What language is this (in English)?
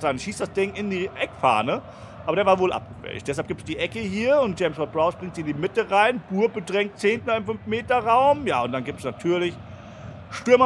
German